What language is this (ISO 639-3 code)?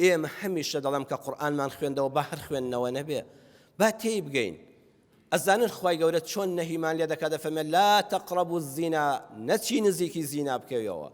ckb